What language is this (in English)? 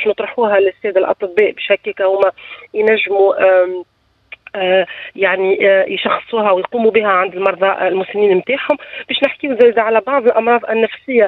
Tunisian Arabic